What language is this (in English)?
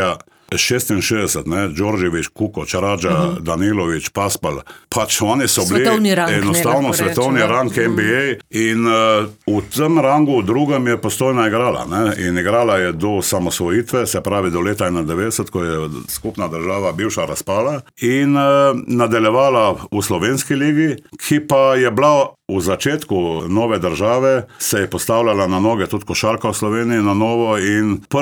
Slovenian